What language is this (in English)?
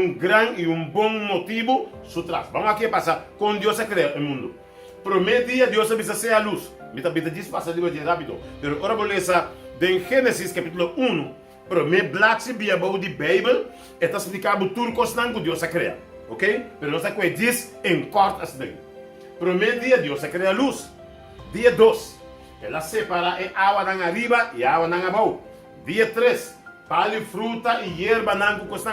Papiamento